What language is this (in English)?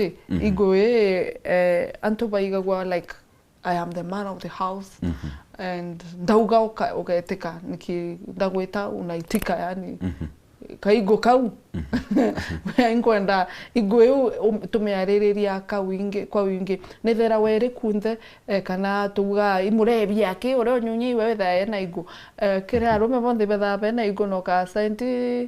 Meru